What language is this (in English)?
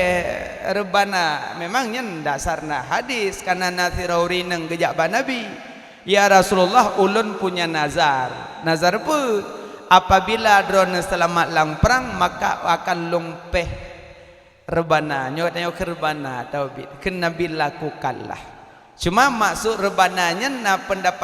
Achinese